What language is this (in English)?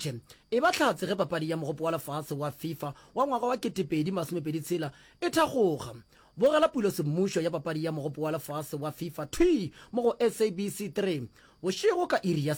Northern Sotho